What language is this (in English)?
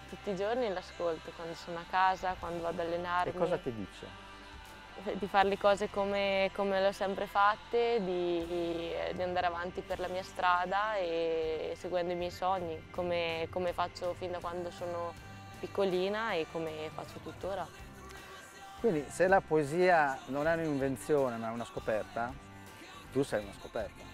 Italian